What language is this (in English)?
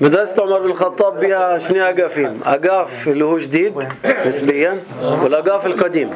North Levantine Arabic